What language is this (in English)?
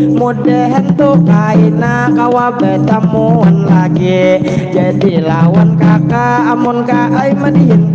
Banjar